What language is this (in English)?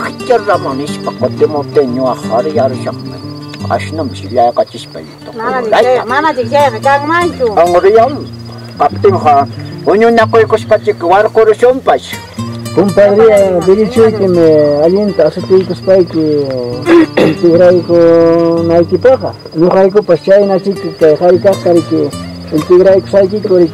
Ayacucho Quechua